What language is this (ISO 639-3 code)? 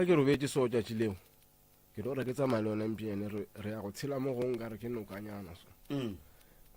nso